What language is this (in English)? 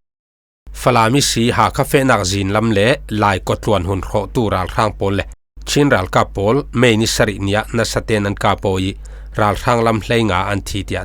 Falam Chin